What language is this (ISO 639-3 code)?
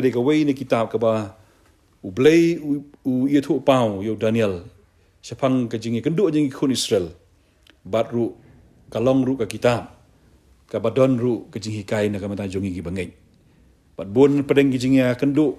kha